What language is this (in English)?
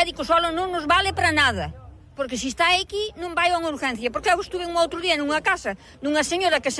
Galician